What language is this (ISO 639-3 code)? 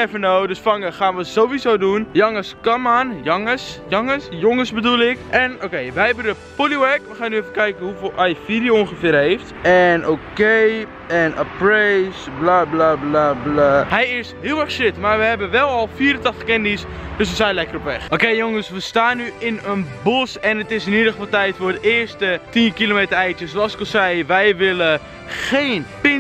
nld